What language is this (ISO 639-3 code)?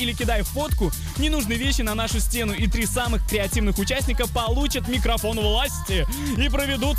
rus